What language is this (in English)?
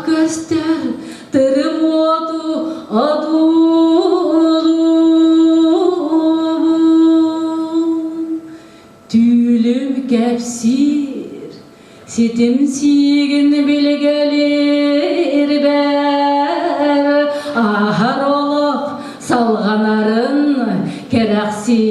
Yakut